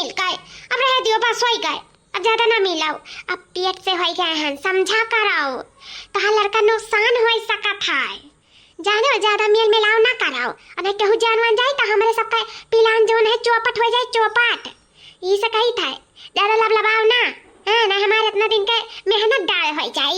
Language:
Awadhi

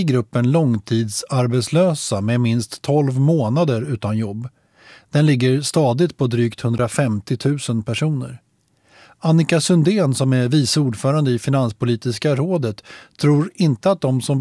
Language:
Swedish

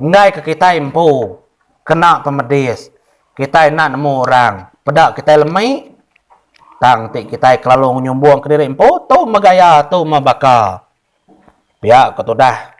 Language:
Iban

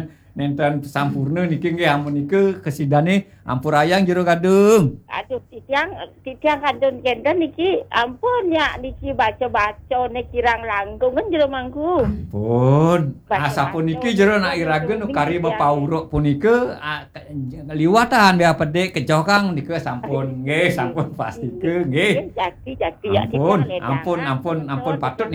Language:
Balinese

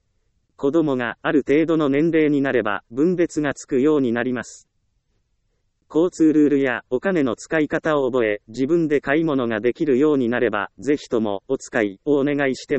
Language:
Japanese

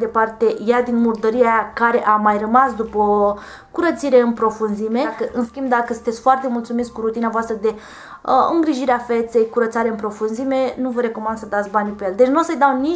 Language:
Romanian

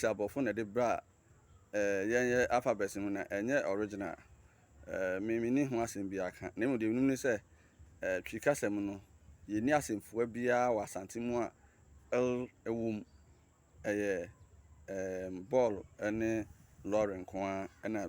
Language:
Akan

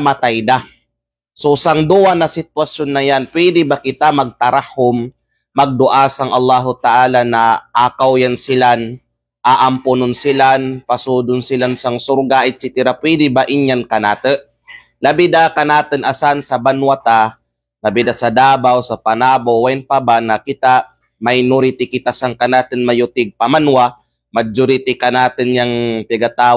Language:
Kalagan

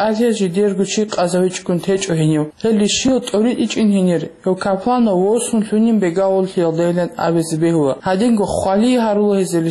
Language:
Avaric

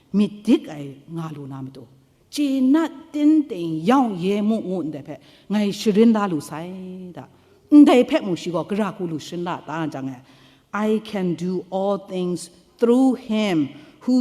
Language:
Kachin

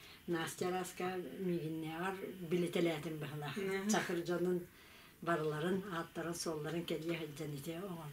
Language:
Yakut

